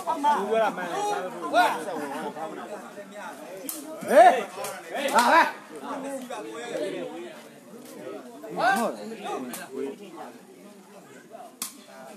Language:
Burmese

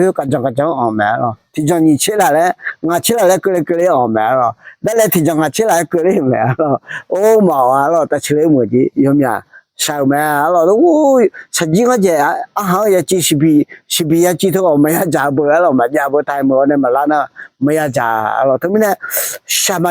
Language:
Akha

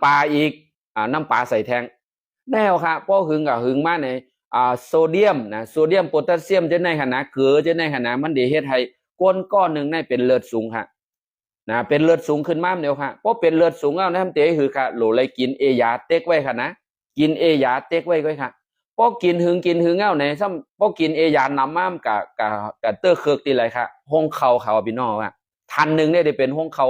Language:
Shan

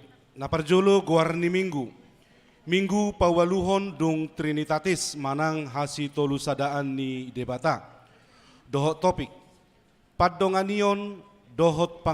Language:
Batak Toba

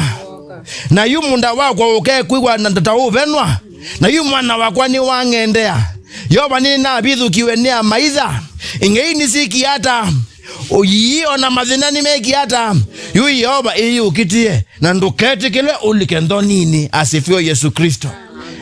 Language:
Kamba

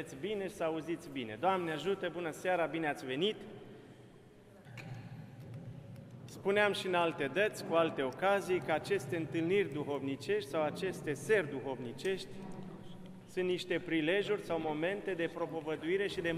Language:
Romanian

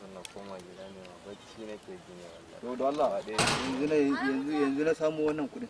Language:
Hausa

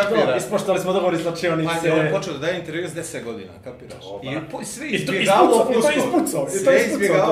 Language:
Bosnian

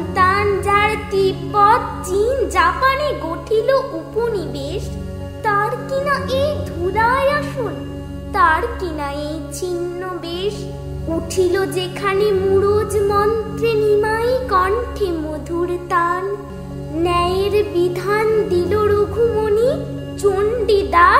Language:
Bangla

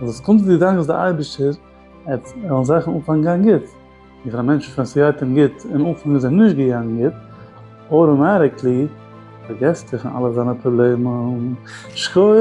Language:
Yiddish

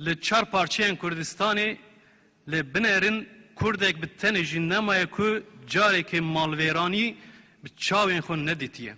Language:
Kurdish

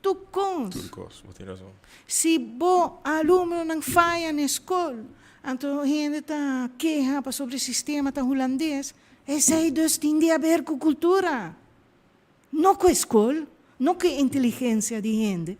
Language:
Papiamento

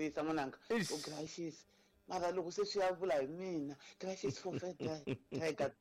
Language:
Tsonga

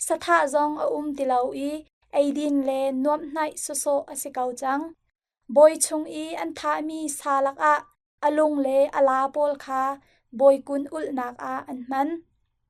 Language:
Hakha Chin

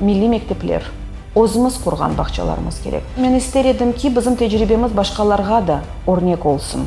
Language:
Crimean Tatar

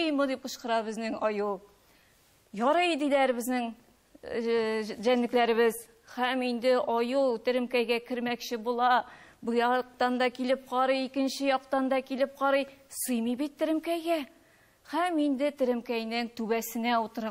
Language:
Tatar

